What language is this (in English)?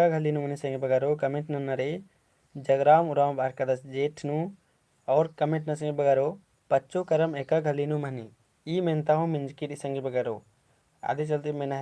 Kurukh